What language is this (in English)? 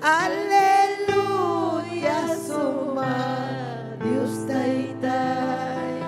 Ayacucho Quechua